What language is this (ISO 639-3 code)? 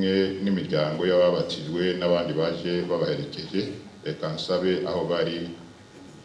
kin